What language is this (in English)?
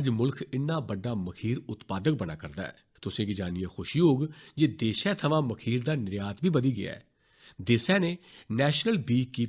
Dogri